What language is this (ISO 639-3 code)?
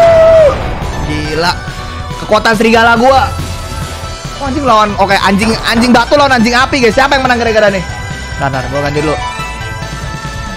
ind